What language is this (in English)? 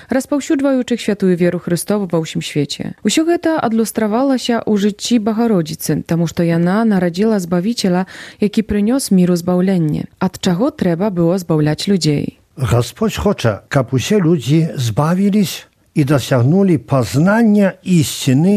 Belarusian